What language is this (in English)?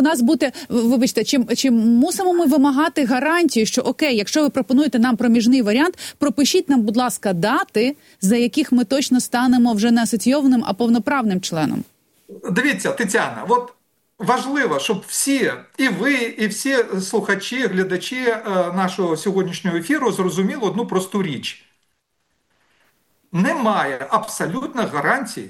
Ukrainian